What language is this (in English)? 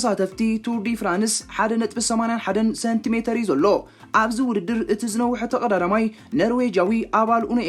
Tigrinya